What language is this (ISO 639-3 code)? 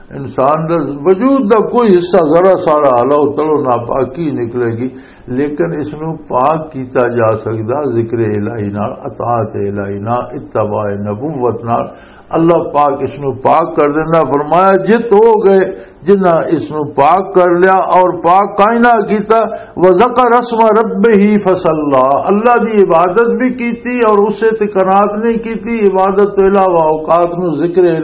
lah